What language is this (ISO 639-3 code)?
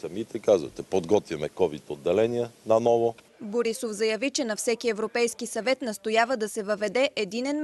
bul